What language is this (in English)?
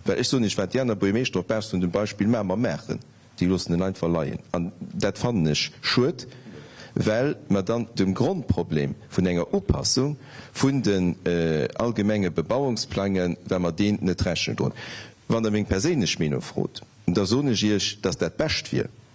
Luxembourgish